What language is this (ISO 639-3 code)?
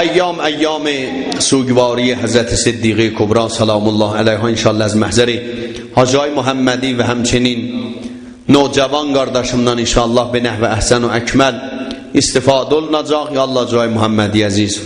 azb